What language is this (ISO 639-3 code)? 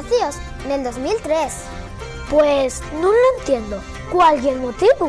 ast